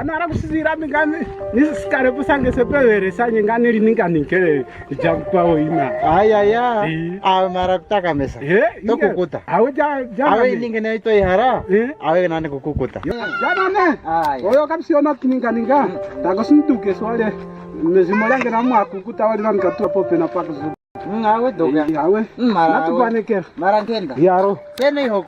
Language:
Kwangali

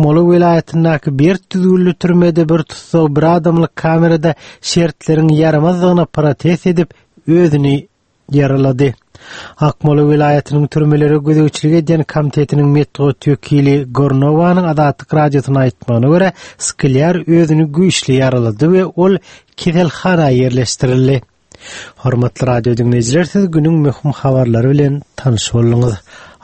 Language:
Turkmen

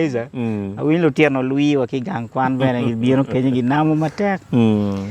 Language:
Acoli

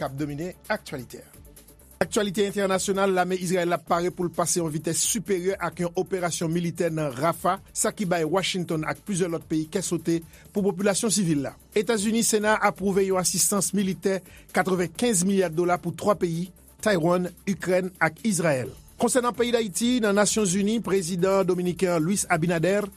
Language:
Haitian Creole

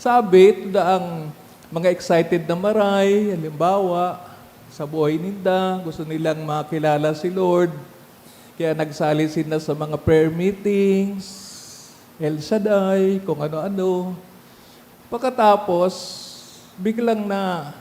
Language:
Bikol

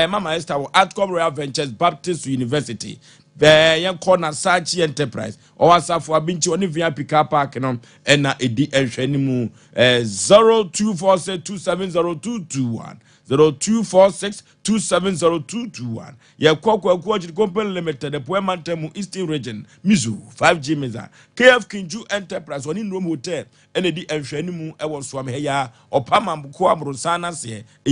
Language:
Akan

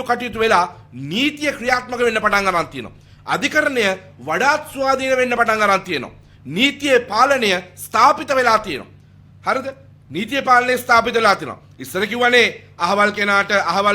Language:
Sinhala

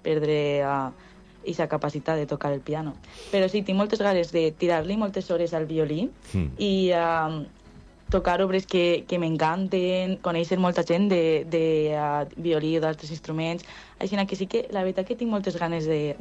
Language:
Catalan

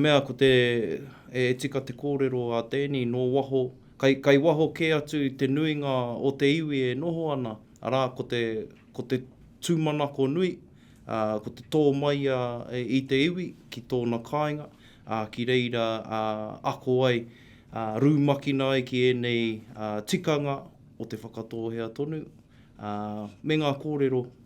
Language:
Māori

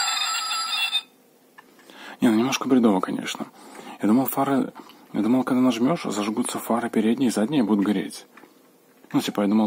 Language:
Russian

